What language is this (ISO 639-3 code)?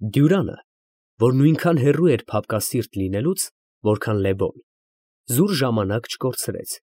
hye